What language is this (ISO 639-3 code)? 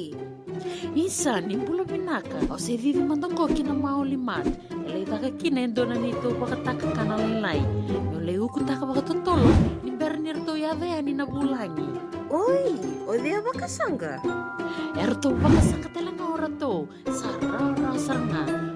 fij